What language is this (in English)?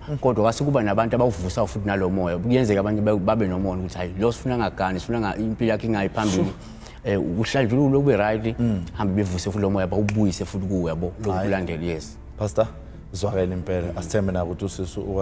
Zulu